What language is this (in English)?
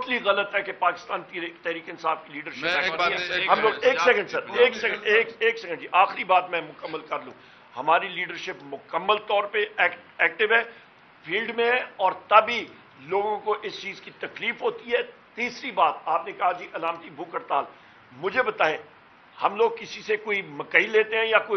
Urdu